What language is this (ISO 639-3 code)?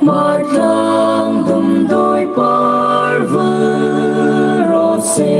hmr